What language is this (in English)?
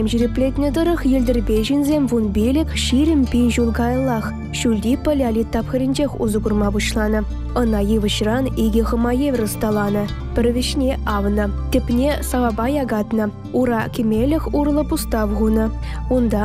Chuvash